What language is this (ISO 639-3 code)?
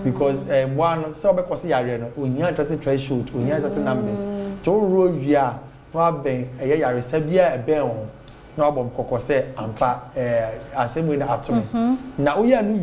aka